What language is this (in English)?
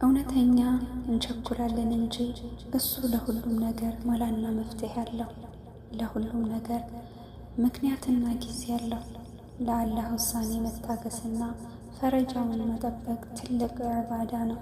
Amharic